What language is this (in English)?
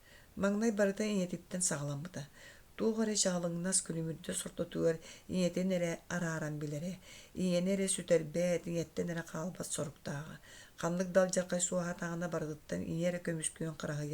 Yakut